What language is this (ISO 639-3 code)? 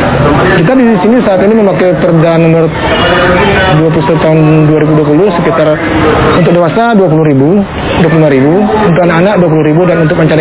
ind